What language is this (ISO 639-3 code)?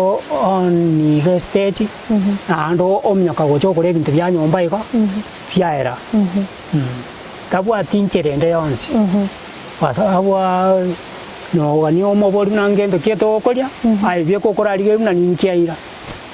guz